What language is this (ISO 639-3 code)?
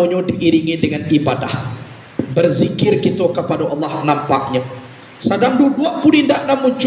min